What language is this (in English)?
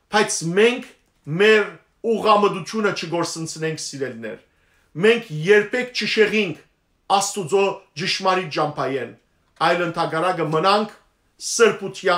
Western Armenian